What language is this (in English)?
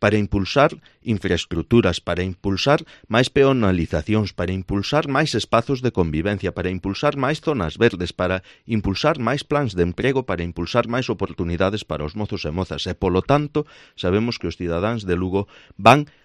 Galician